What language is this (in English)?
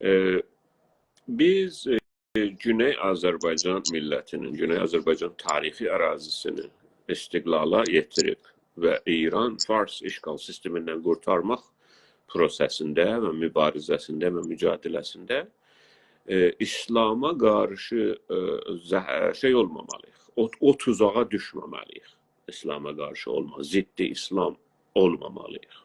South Azerbaijani